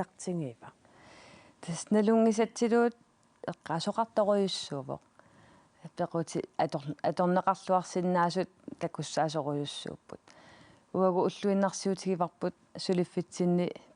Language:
Kalaallisut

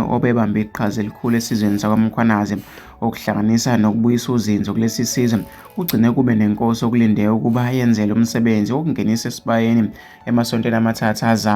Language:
Zulu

